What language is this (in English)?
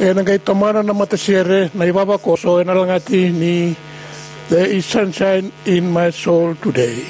Fijian